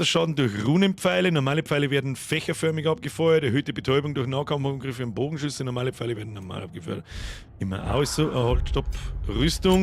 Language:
Bavarian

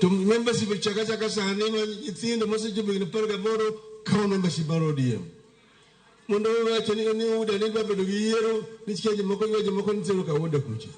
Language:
Luo (Kenya and Tanzania)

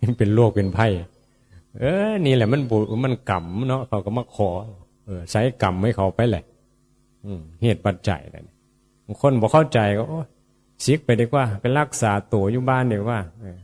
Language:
Northeastern Thai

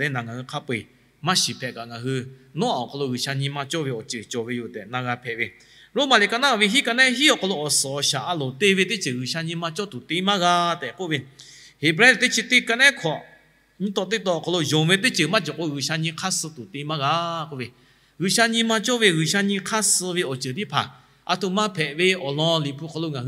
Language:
Lahu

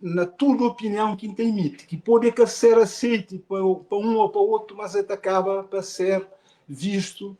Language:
Kabuverdianu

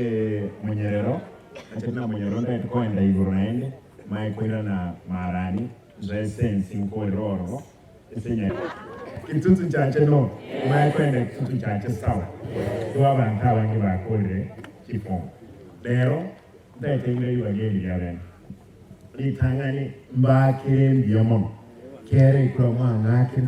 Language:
Gusii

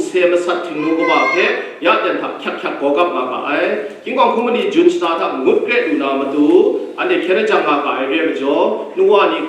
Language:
Kachin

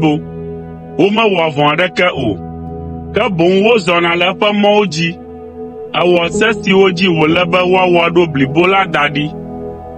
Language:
Ewe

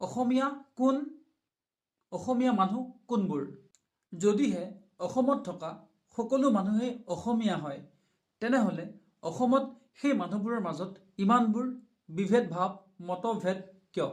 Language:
Assamese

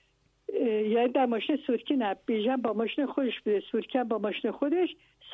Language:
Persian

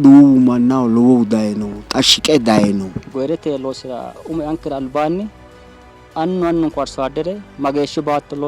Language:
Sidamo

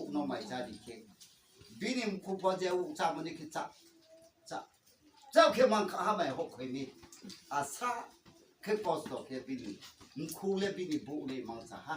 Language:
Riang (India)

